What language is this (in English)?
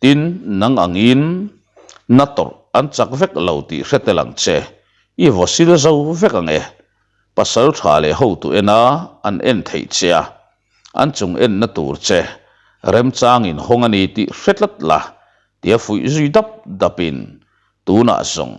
Mizo